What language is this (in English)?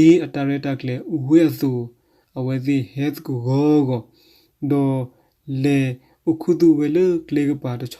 S'gaw Karen